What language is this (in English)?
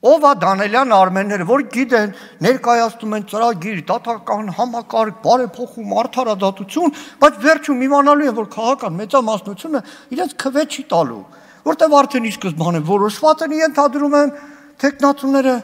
Armenian